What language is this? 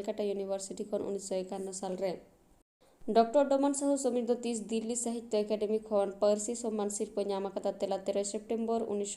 Santali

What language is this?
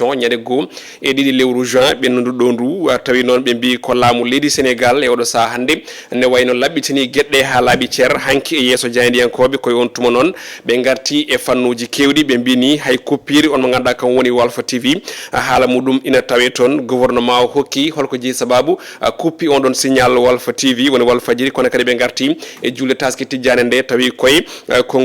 Fula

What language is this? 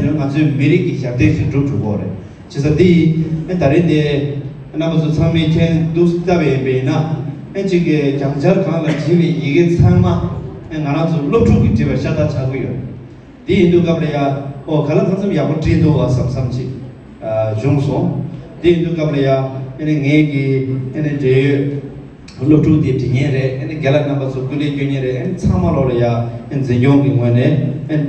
Tibetan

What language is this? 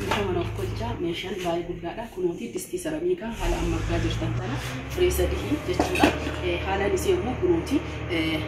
Oromo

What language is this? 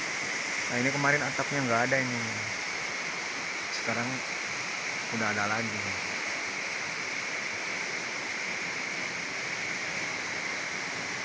Indonesian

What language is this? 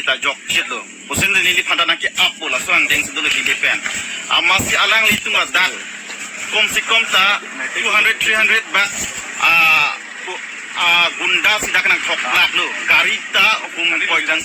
Karbi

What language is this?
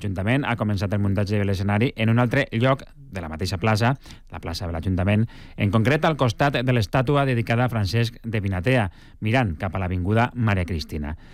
Catalan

